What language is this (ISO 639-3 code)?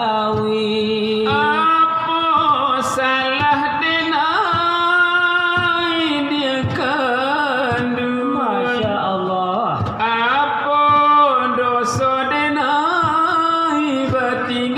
min